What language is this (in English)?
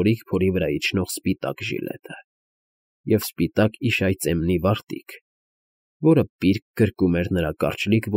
Armenian